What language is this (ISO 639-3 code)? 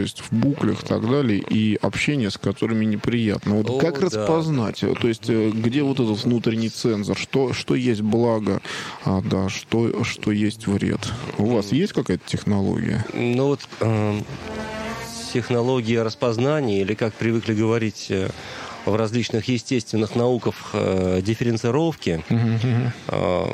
rus